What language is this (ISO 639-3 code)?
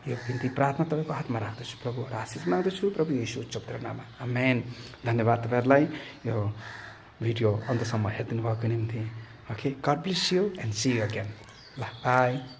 nep